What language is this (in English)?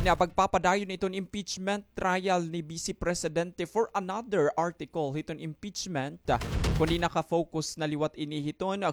Waray